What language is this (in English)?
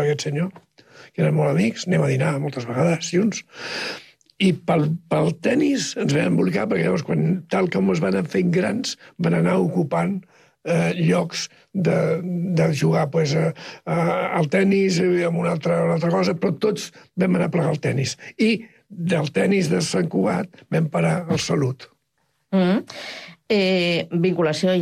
Catalan